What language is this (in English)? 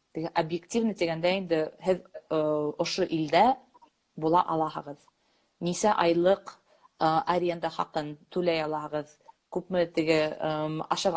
Bashkir